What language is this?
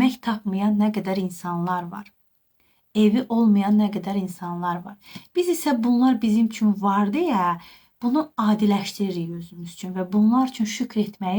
Azerbaijani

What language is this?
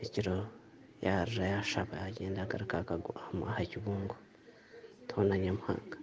Nyankole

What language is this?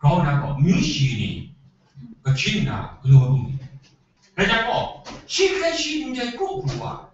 Kachin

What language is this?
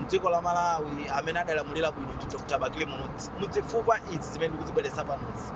Nyanja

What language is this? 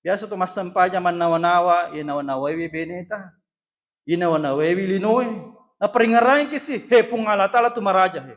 Buginese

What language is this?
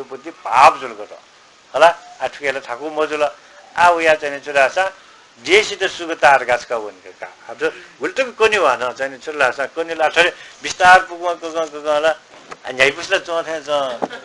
Newari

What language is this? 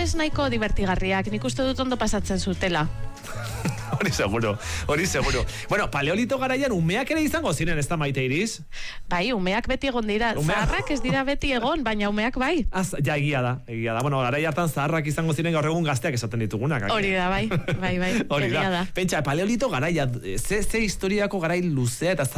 Basque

